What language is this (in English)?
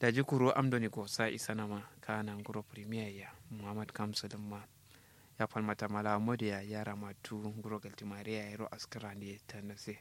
Kanuri